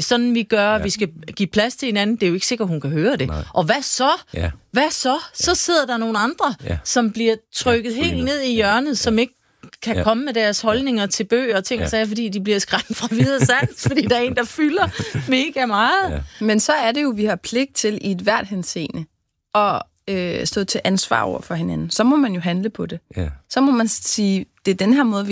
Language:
Danish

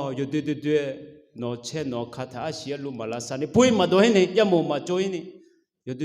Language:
Akha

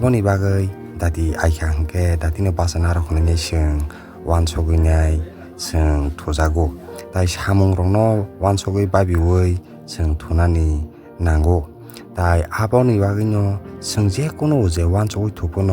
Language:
Kok Borok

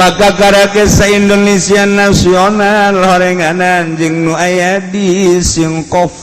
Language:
Sundanese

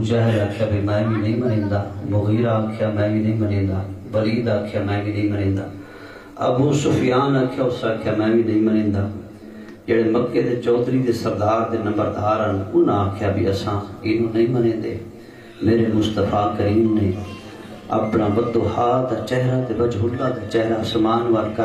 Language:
Saraiki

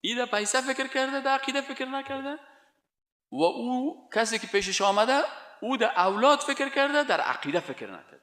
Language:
Persian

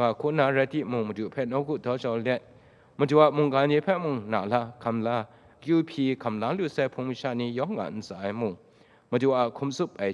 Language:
Kachin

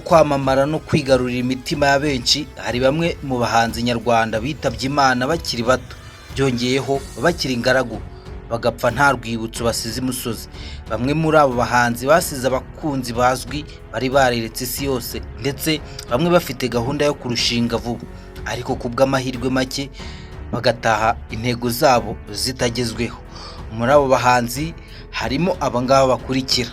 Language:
Kinyarwanda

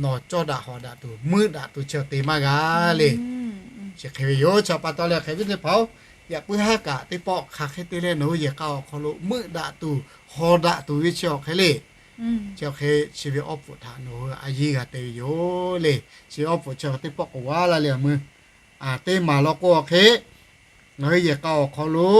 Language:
Lahu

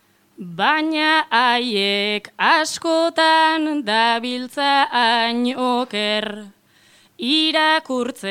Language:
Basque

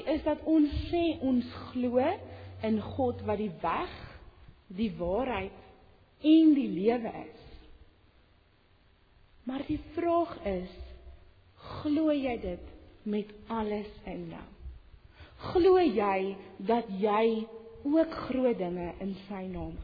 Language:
Afrikaans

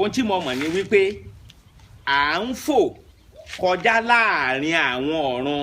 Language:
Yoruba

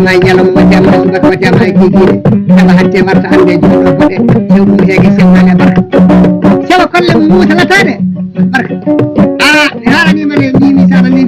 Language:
Fula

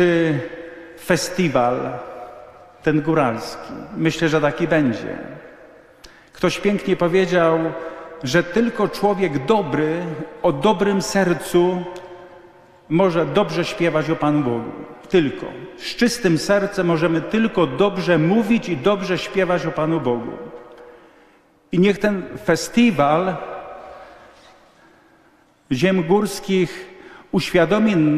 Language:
Polish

